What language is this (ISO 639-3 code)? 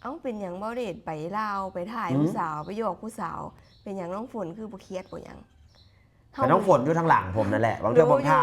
lao